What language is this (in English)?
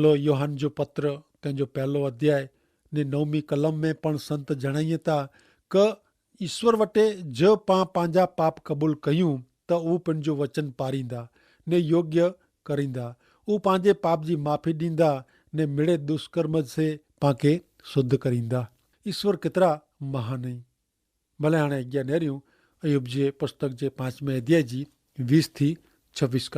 Kachhi